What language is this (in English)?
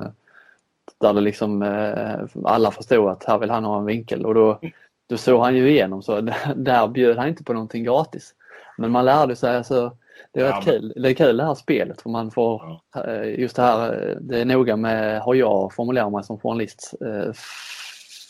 Swedish